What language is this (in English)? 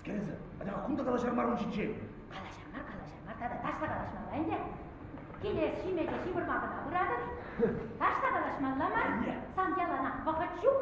Chuvash